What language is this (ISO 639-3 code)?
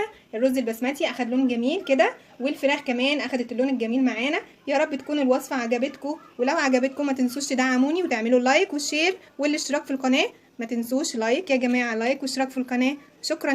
arz